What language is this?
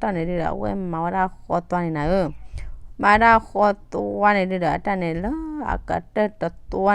S'gaw Karen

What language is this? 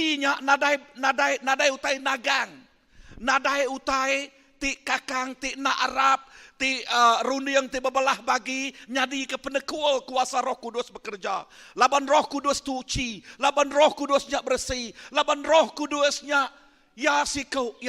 Iban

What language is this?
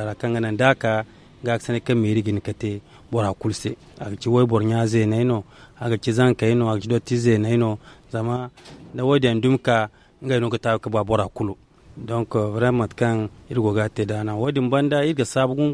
Zarma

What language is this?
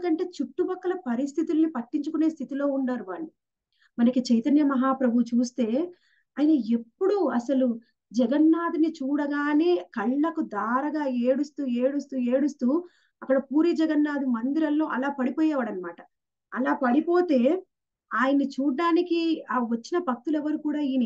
Telugu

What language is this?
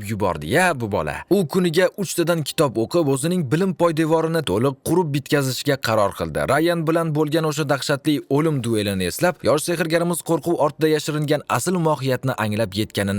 Uzbek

